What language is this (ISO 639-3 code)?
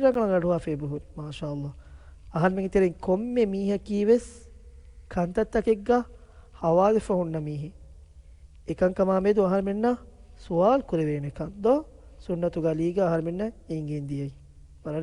div